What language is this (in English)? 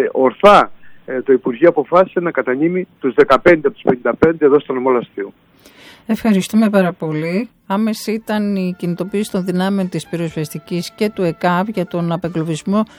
Greek